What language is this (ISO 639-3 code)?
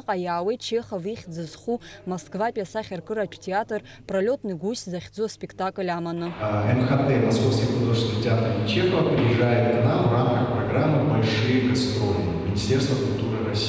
abk